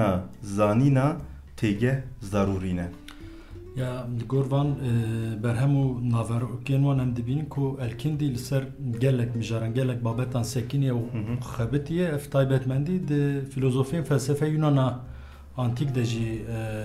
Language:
Kurdish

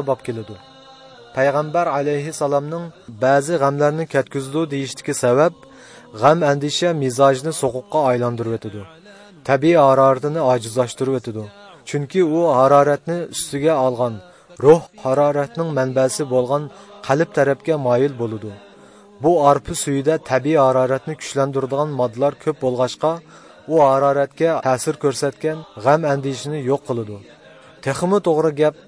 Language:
Uyghur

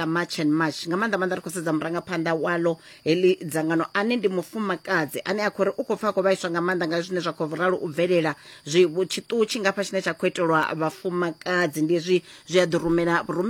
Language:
Venda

